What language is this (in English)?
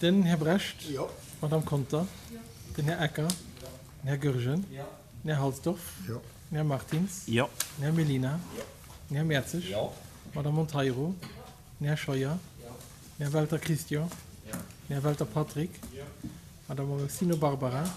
Luxembourgish